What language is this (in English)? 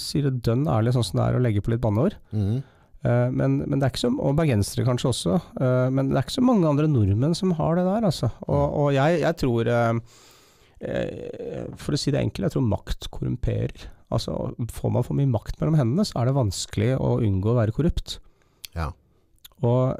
Norwegian